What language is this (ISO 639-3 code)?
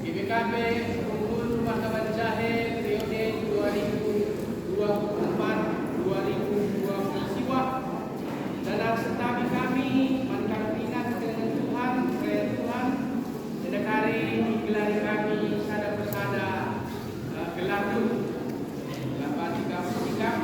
btx